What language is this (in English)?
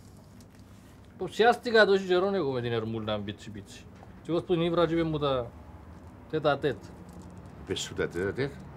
Greek